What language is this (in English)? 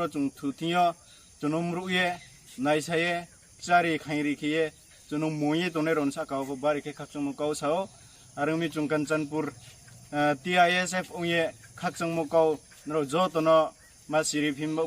Kok Borok